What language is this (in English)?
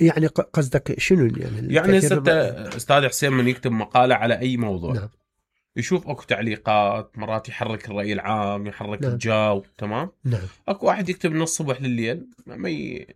Mesopotamian Arabic